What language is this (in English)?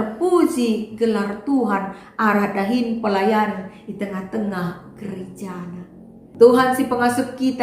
Batak Karo